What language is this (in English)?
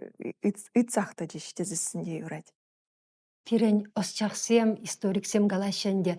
Chuvash